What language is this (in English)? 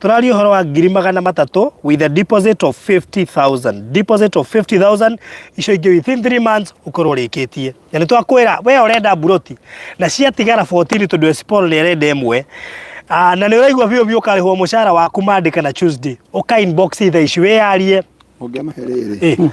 Kikuyu